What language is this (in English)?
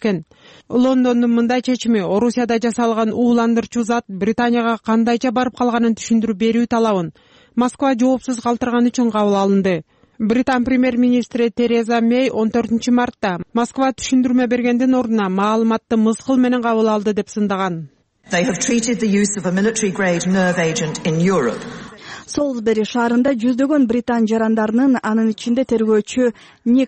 Kyrgyz